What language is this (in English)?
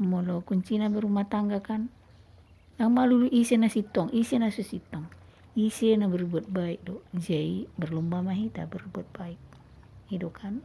Batak Toba